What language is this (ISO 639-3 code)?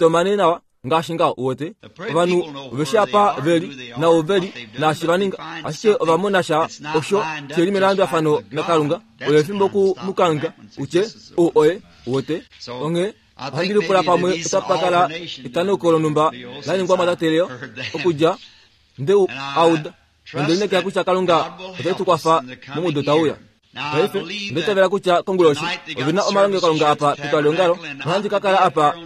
kua